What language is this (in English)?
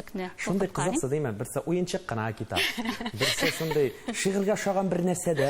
Tatar